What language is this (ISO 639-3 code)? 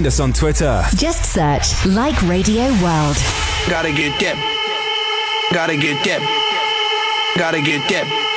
eng